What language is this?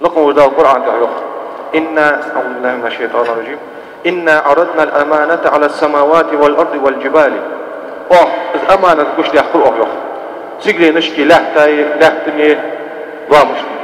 Ingush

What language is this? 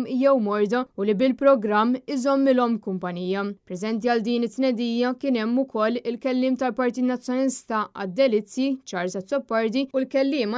Maltese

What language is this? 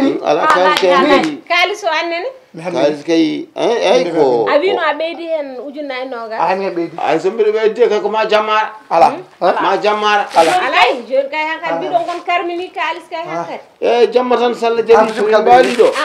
Fula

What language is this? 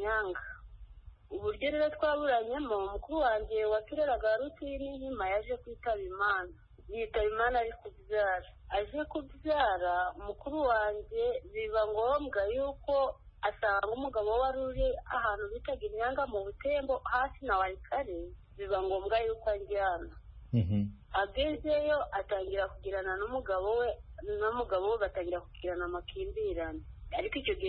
Kinyarwanda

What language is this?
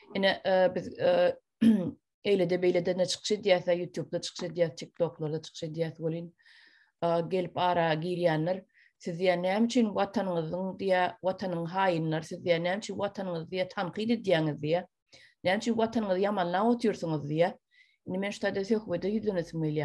Turkmen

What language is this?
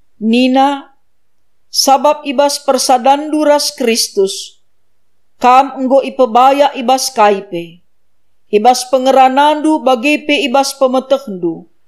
Batak Karo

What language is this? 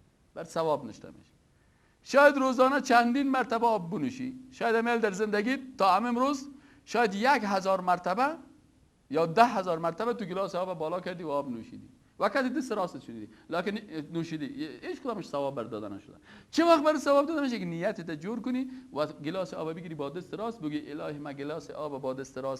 Persian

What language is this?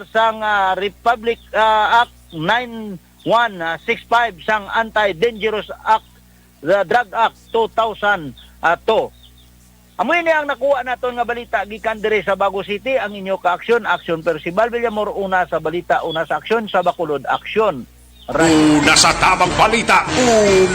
Hiligaynon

